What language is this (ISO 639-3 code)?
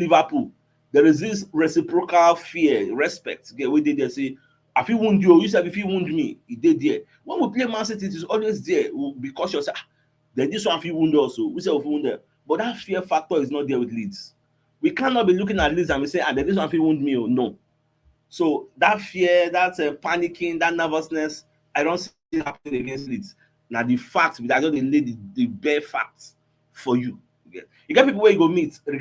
pcm